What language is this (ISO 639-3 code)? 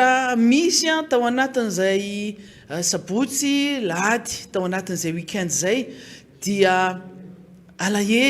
mlg